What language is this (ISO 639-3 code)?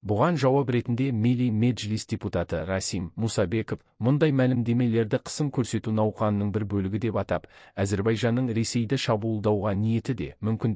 kaz